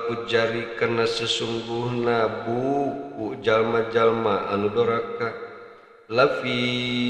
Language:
Sundanese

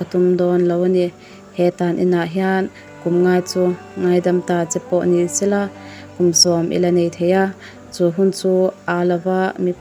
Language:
Mizo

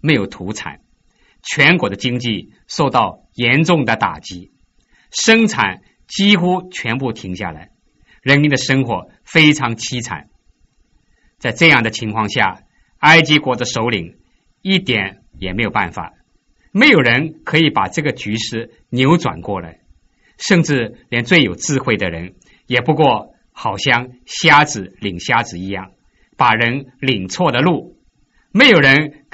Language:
Chinese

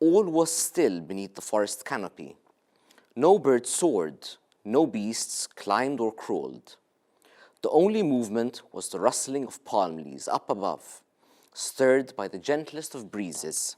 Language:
English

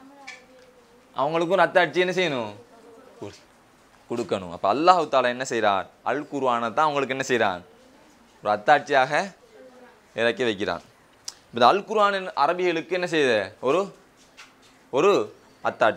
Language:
Tamil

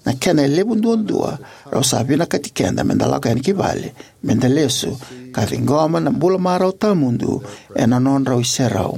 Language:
Fijian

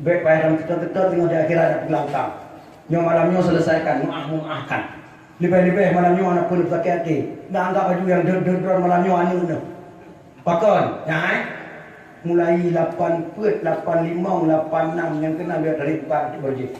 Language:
Achinese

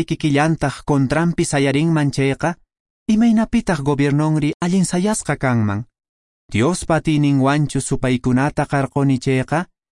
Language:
Quechua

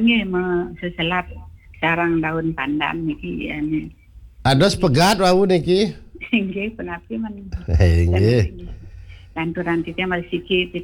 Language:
Balinese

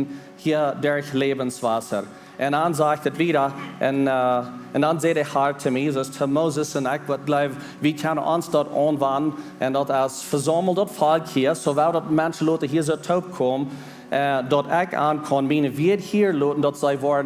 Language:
Plautdietsch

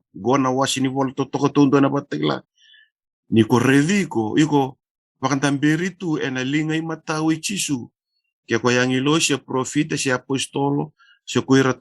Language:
Fijian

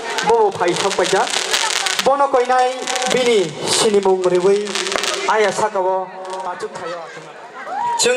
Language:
Kok Borok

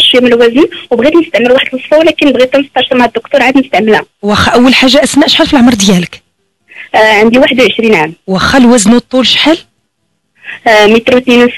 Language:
Moroccan Arabic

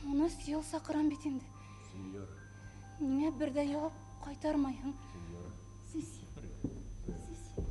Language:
Bashkir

